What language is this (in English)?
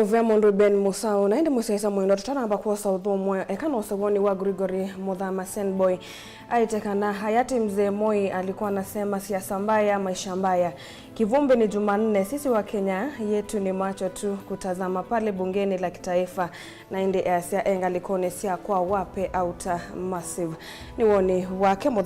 Kamba